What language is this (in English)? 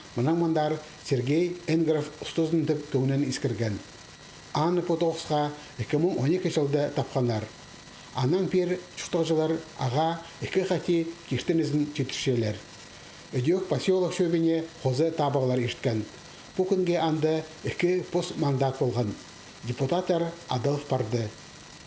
Khakas